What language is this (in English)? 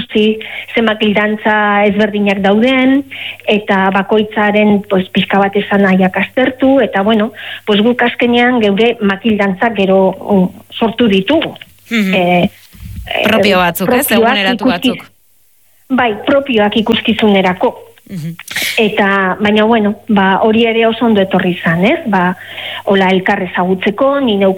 Basque